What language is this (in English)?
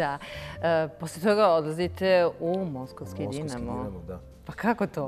Serbian